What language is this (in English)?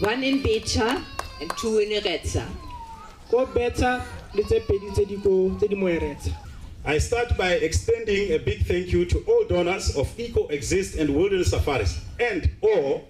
Tswana